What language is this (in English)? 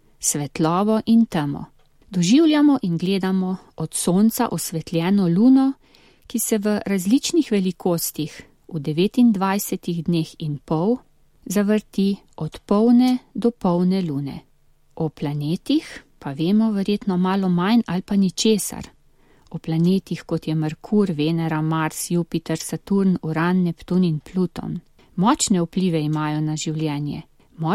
Slovenian